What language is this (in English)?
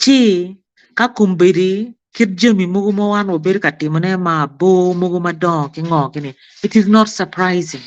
Acoli